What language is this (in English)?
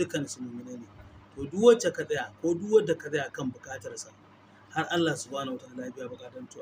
Hausa